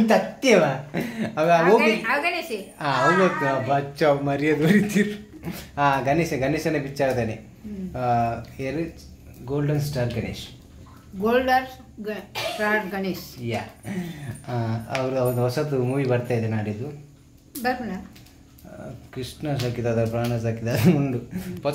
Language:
Tulu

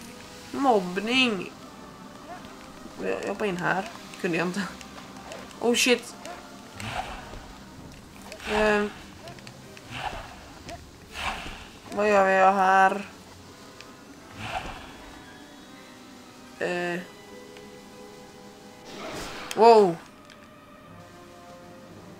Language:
Swedish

